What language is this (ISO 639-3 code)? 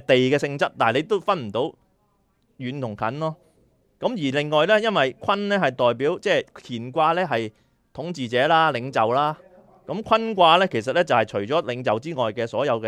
yue